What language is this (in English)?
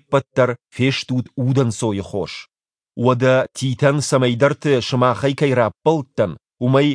Ossetic